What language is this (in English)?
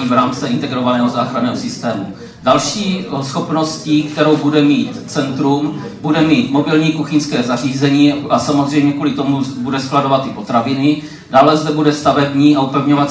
Czech